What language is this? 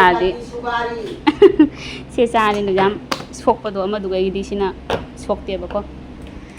Manipuri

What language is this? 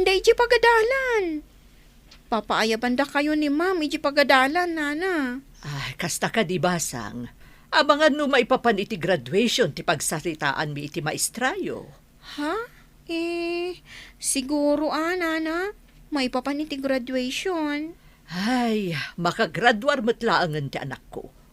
Iloko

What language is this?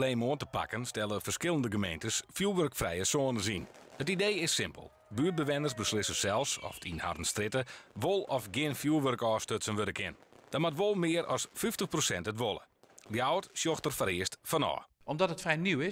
Western Frisian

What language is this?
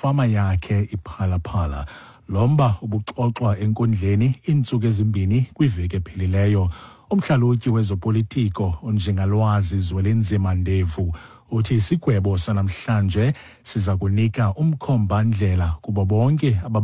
Xhosa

